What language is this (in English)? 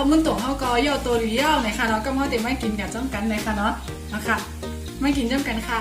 Shan